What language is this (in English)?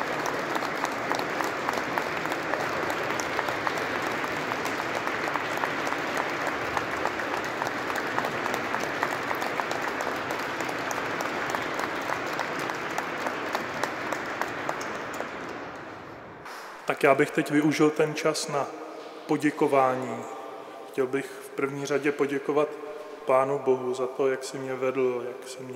Czech